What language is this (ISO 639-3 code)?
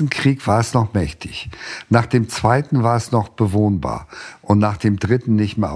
deu